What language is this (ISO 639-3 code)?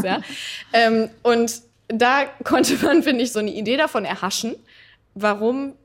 deu